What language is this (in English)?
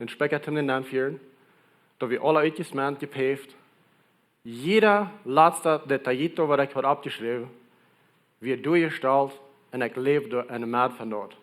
Plautdietsch